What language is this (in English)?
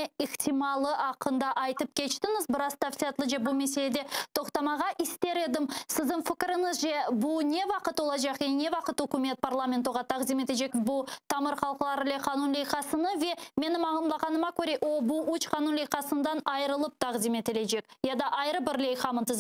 Crimean Tatar